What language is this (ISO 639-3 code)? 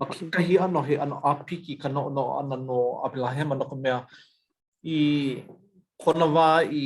haw